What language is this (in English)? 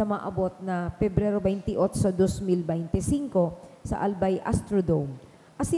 Bikol